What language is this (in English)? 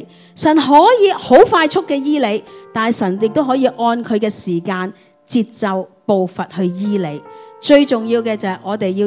Cantonese